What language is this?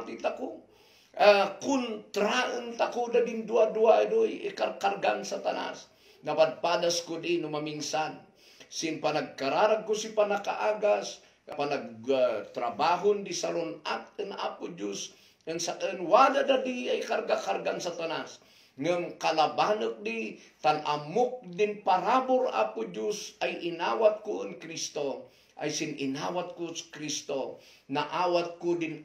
Kankanaey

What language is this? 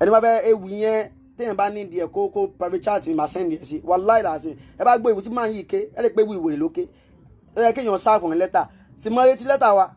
Yoruba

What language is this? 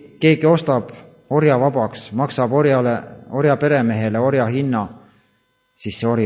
Estonian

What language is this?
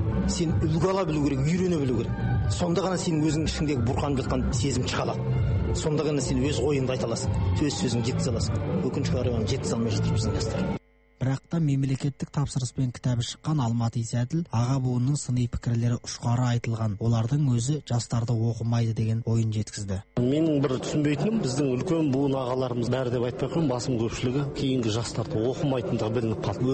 Kazakh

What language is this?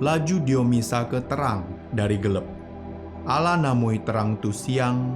Musi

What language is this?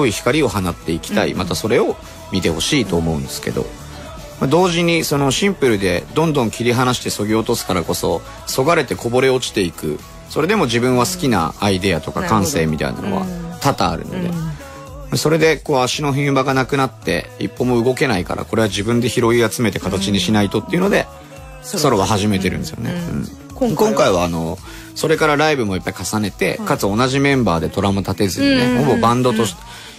Japanese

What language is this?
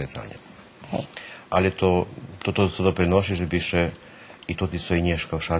Rusyn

